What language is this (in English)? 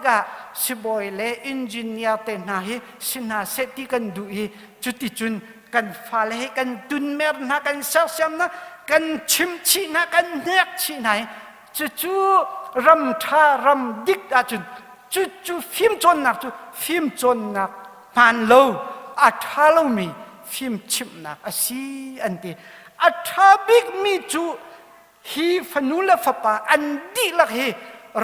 Hakha Chin